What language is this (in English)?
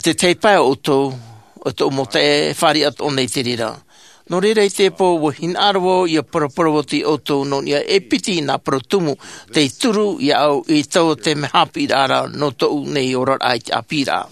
Tahitian